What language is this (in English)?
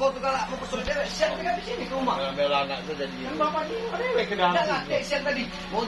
Musi